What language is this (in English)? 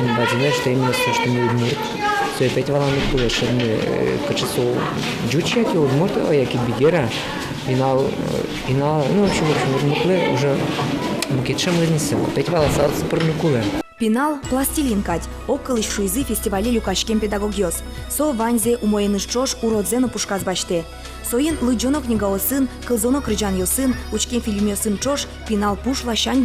Udmurt